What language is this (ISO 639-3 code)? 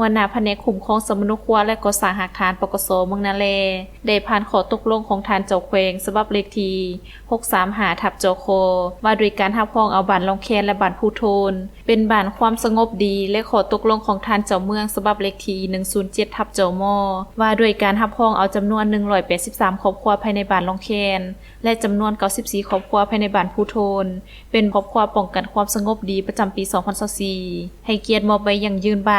lao